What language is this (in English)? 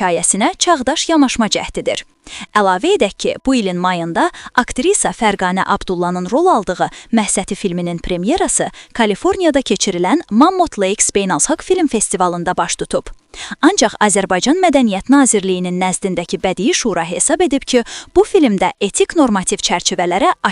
Azerbaijani